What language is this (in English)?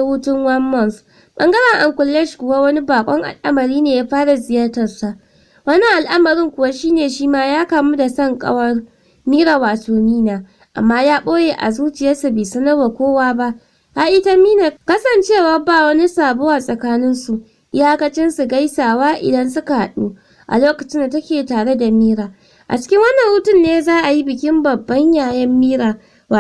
Hausa